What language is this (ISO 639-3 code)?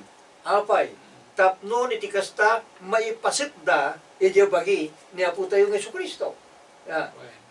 ilo